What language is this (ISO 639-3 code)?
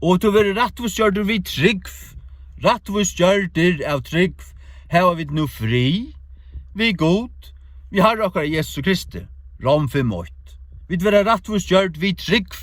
fao